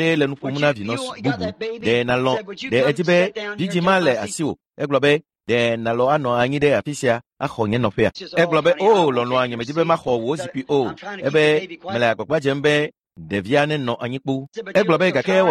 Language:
Ewe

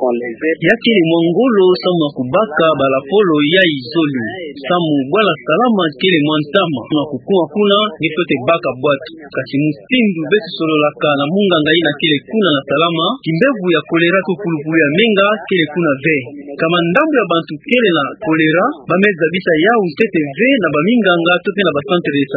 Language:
Kituba (Democratic Republic of Congo)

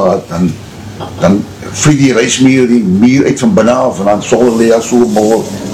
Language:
Afrikaans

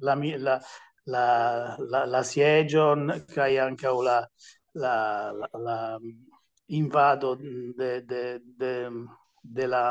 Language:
Esperanto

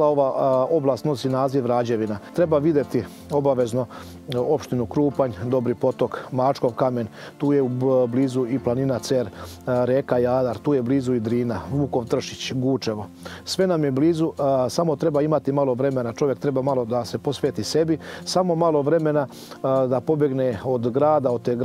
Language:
Serbian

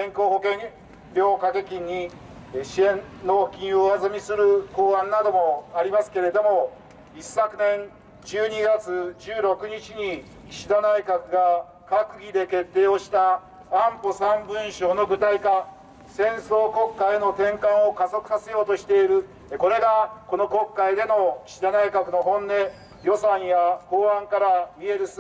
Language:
Japanese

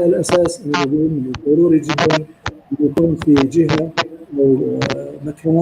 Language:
North Levantine Arabic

